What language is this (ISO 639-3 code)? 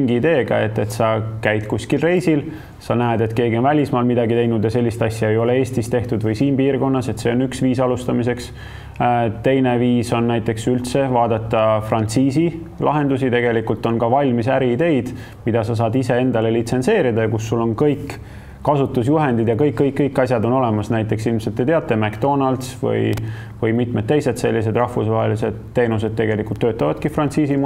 est